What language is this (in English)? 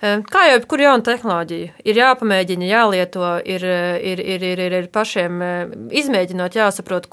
Latvian